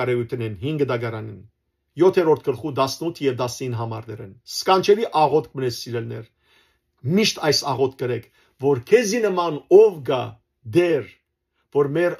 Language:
Western Armenian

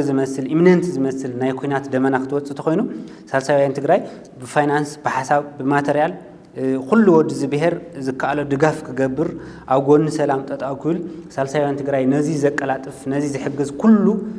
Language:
Tigrinya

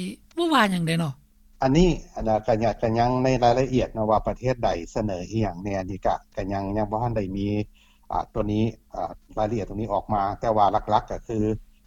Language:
Lao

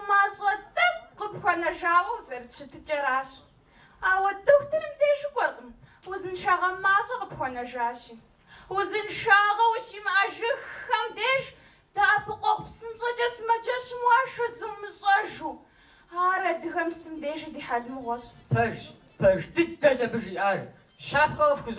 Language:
Kabardian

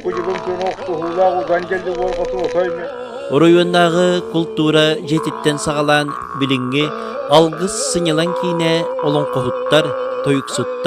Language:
Yakut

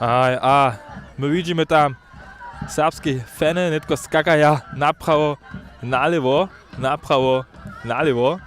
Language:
Upper Sorbian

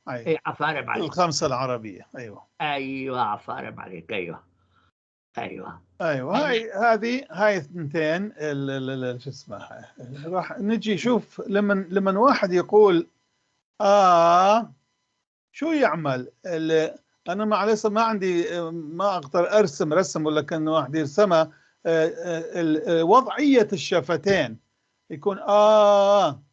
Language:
North Levantine Arabic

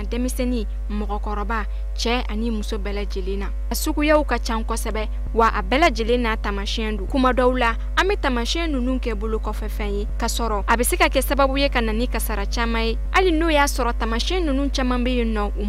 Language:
Bambara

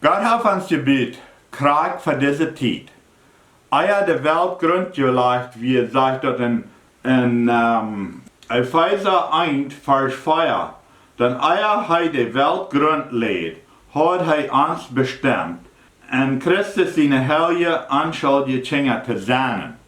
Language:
Plautdietsch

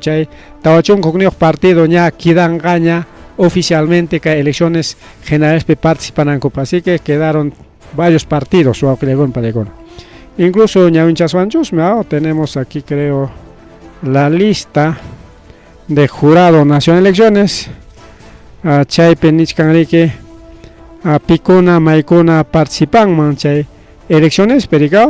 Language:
Ayacucho Quechua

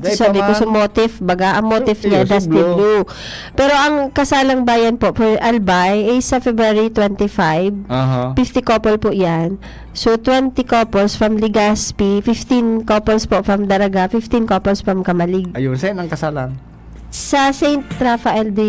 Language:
Bikol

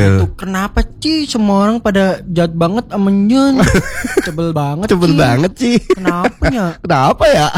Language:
Indonesian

